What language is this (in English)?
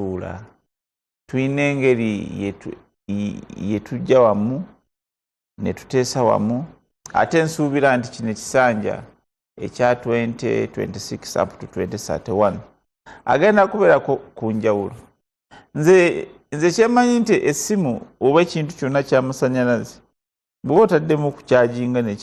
Ganda